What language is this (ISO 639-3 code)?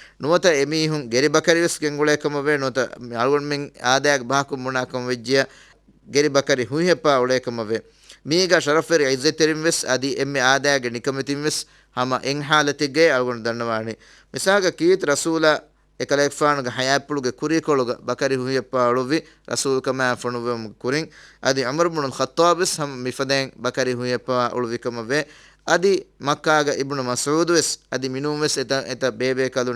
div